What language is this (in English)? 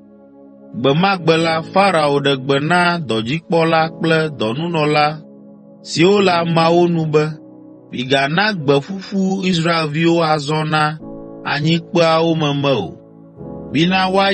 Ewe